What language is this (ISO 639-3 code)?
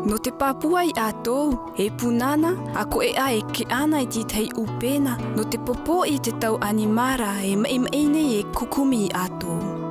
mqm